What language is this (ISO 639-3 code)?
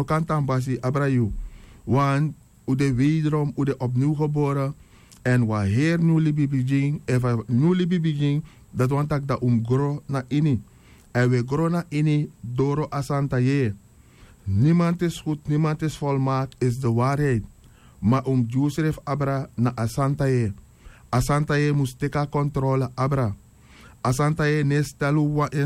srn